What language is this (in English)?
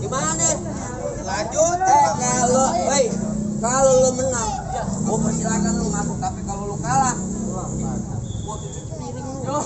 Betawi